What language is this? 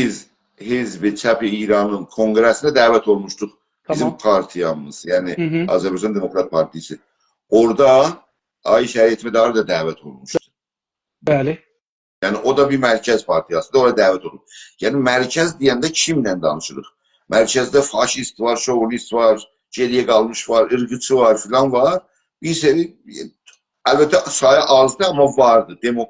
South Azerbaijani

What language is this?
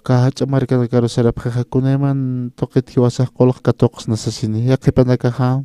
Aymara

